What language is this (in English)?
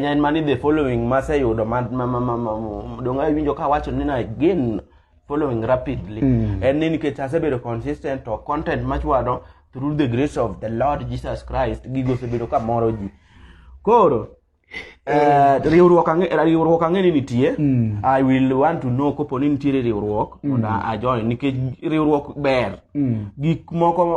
Luo (Kenya and Tanzania)